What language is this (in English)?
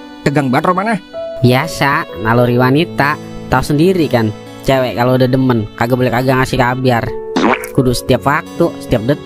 Betawi